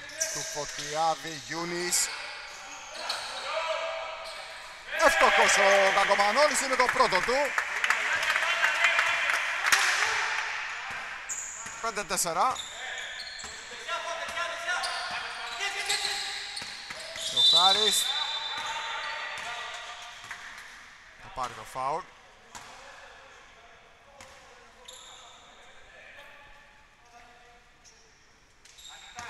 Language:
Greek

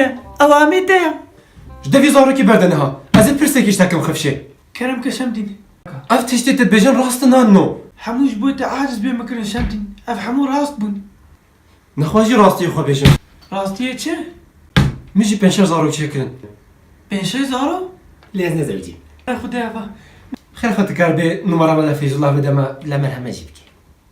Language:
Kurdish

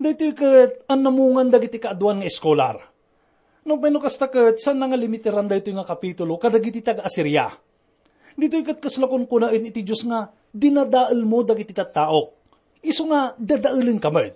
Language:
Iloko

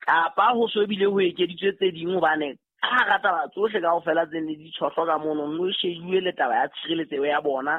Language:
Southern Sotho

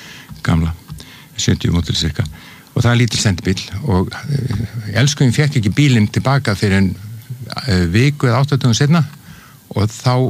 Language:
Icelandic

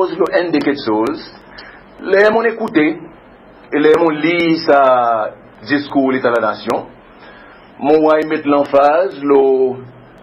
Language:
Seselwa Creole French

